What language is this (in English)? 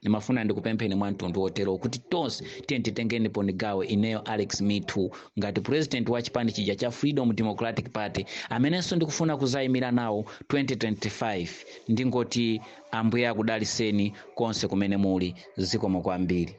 Nyanja